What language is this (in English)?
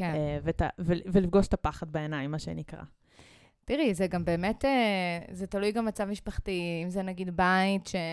Hebrew